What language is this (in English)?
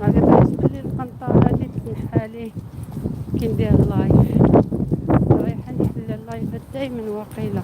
Algerian Arabic